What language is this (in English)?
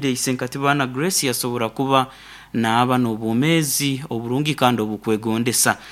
Nyoro